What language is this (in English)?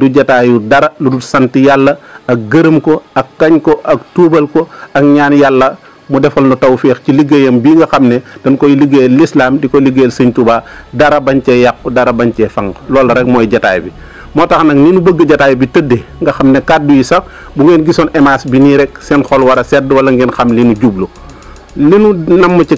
Wolof